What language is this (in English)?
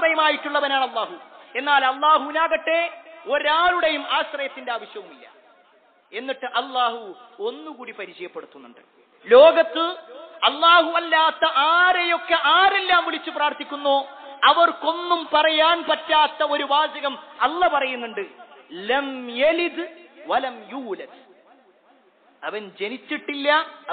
Malayalam